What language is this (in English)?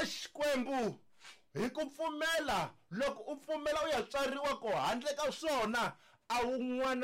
Tsonga